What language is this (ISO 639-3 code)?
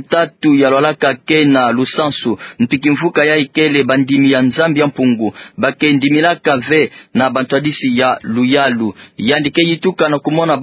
ktu